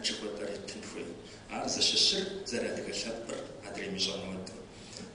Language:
Kabardian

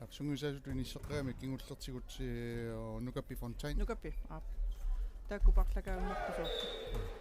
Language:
Kalaallisut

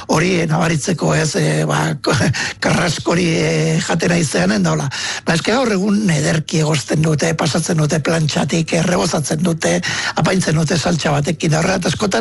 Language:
Basque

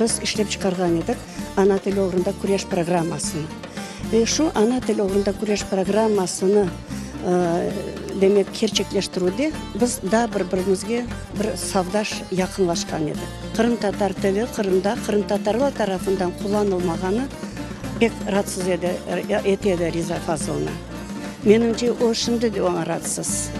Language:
Crimean Tatar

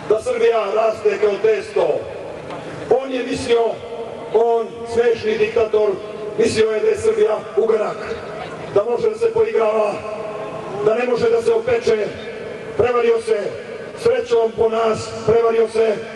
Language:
Serbian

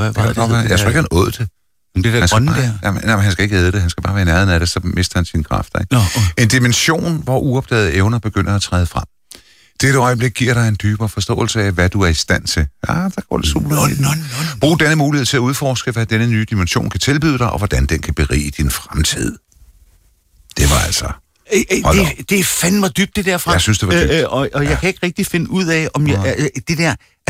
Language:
Danish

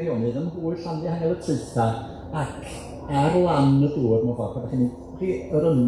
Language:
Welsh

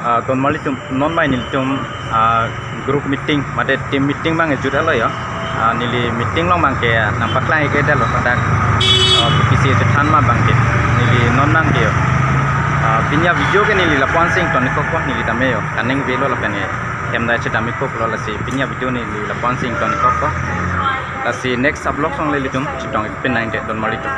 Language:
Karbi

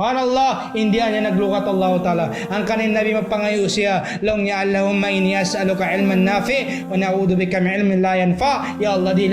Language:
Tausug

